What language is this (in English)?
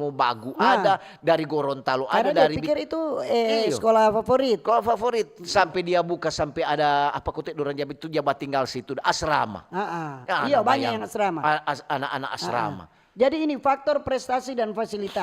Manado Malay